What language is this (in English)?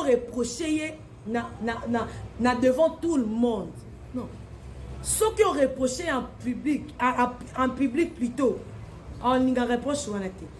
Lingala